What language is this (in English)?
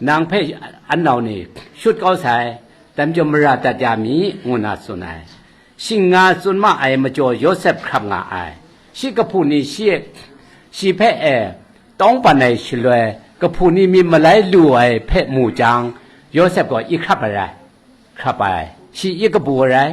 Kachin